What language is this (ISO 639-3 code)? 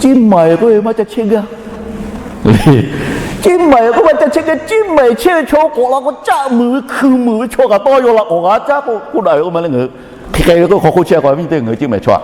lhu